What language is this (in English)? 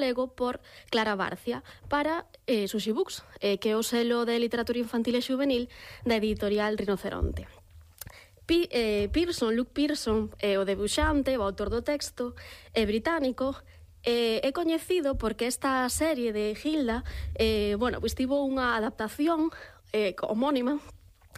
Galician